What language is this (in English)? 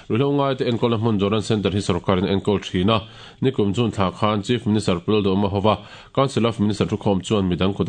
Mizo